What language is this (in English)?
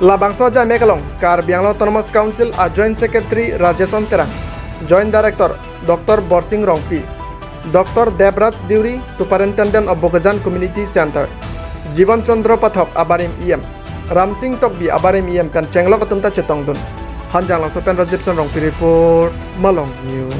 Karbi